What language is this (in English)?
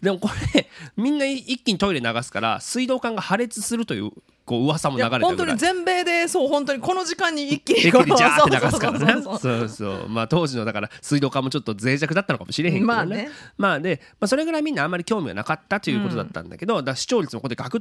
Japanese